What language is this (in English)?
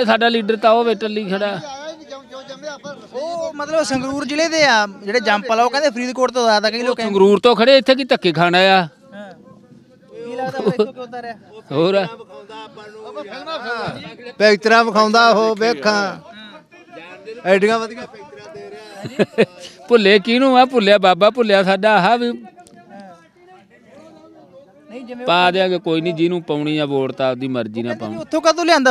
Punjabi